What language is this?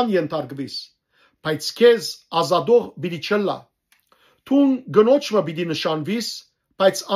Western Armenian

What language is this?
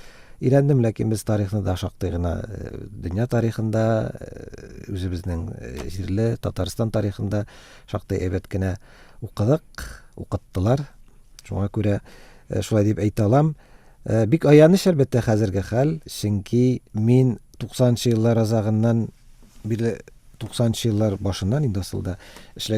Tatar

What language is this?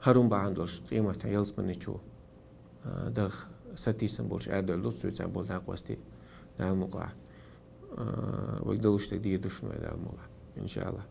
Chechen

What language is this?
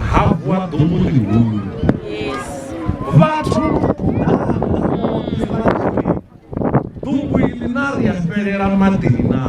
Venda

